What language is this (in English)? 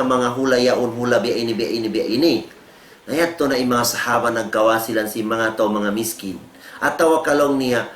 Tausug